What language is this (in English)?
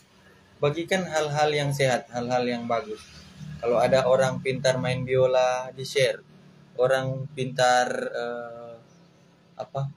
Manado Malay